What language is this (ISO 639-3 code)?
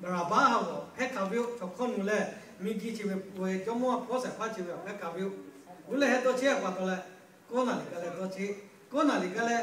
lhu